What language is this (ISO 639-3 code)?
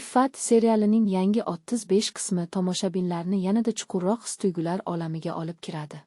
uzb